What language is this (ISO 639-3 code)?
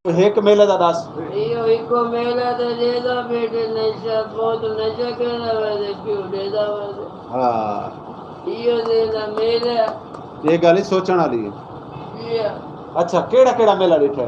skr